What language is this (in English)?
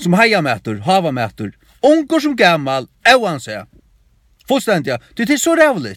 Faroese